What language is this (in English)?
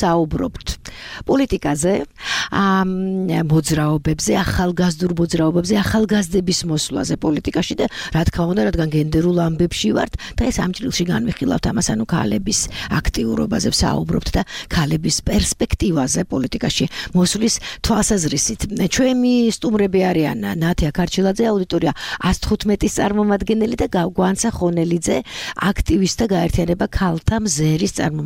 Georgian